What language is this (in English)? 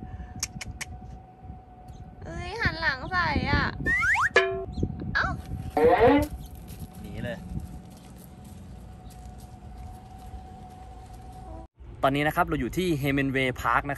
Thai